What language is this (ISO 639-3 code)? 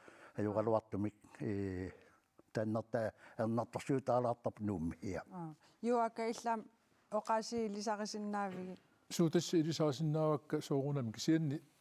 kal